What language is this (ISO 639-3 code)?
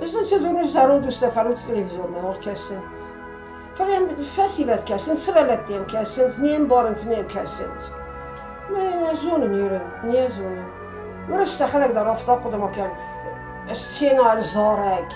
oss